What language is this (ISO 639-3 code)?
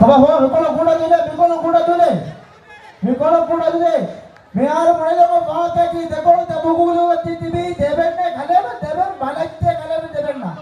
div